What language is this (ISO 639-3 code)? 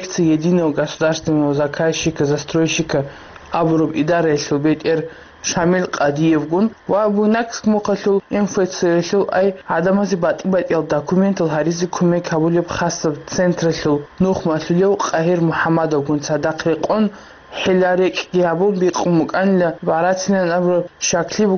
ava